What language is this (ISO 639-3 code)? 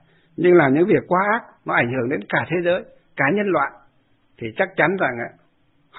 vie